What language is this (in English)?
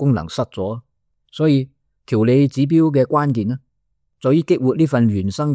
Cantonese